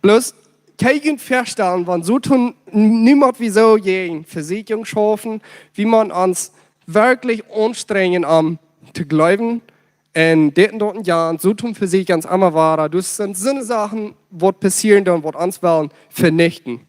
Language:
Plautdietsch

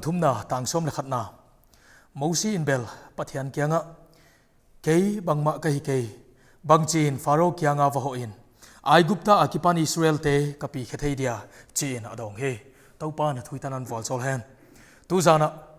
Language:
Paite Chin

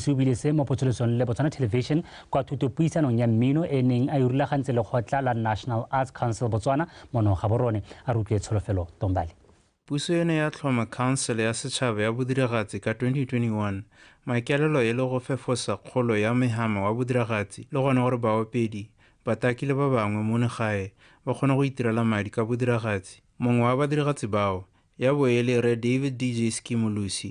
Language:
Tswana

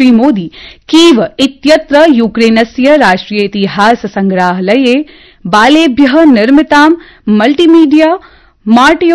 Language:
Sanskrit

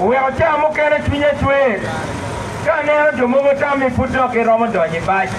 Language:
Acoli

